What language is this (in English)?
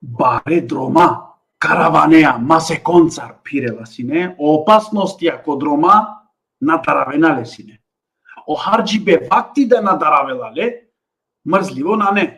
Balkan Romani